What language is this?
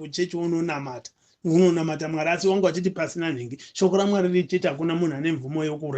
Shona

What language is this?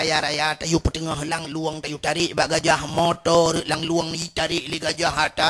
Achinese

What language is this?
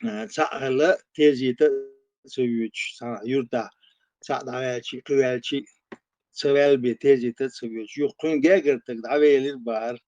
Chechen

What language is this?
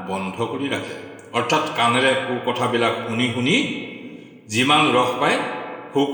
Assamese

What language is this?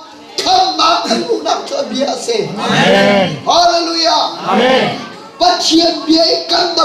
Hakha Chin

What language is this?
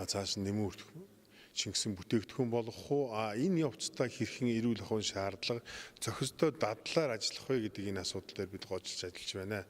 Mongolian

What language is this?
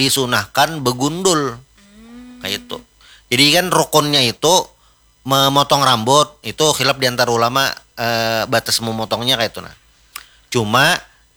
Banjar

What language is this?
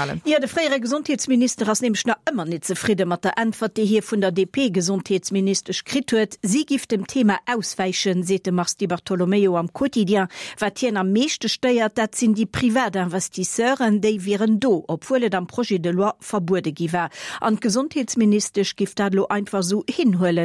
Luxembourgish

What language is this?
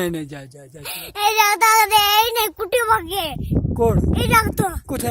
Dogri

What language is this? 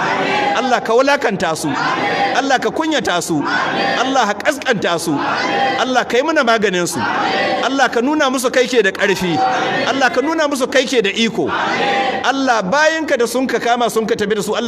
Hausa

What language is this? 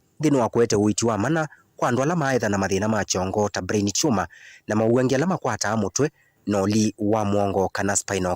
Kamba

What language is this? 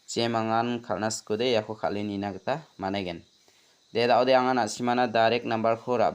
Garo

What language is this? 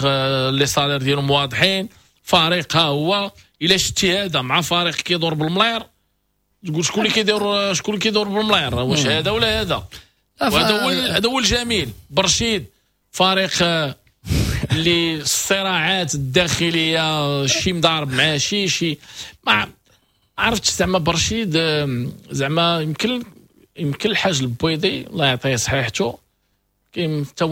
Moroccan Arabic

